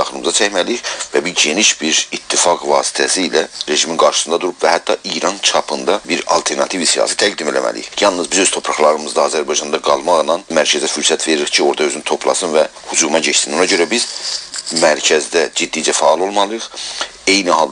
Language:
South Azerbaijani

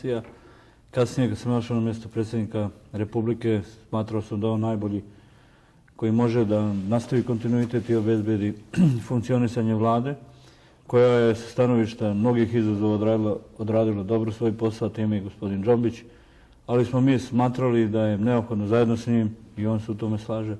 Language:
Bosnian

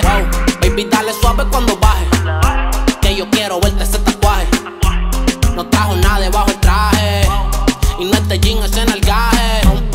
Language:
Spanish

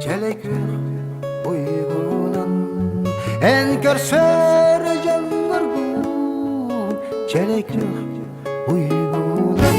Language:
Yakut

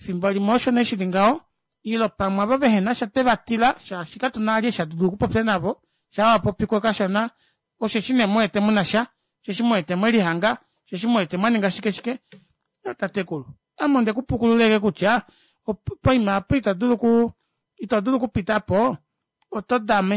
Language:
Kuanyama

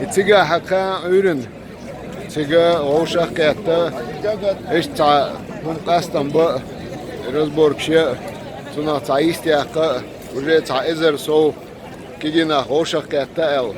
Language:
Chechen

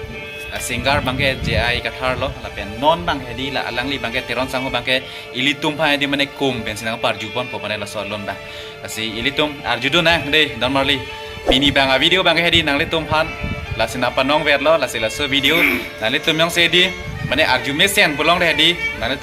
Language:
Karbi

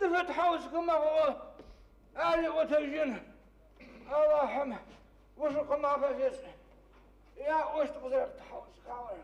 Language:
Adyghe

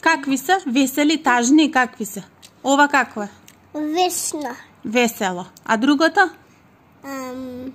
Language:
Macedonian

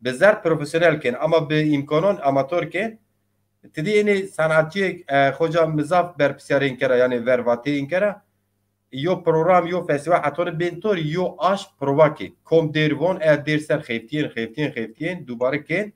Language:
Zaza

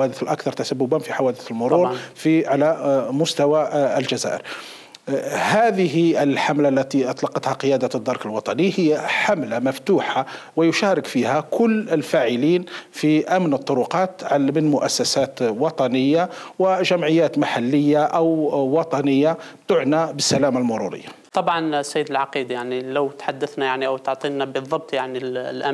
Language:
Arabic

